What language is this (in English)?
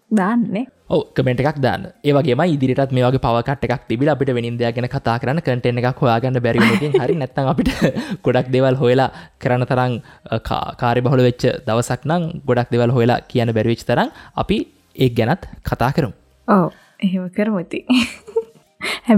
Sinhala